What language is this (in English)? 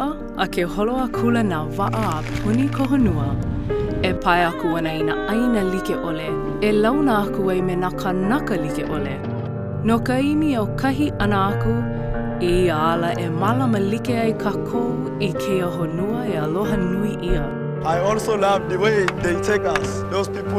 Hawaiian